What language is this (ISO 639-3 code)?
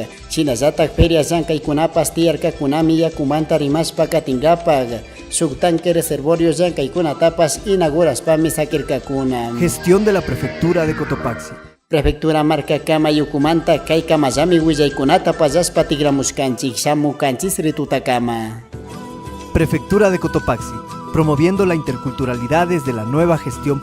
qug